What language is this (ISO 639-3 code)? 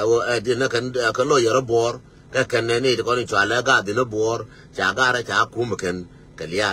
nus